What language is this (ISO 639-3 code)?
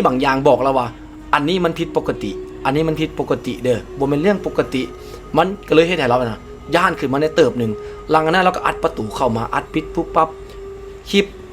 lao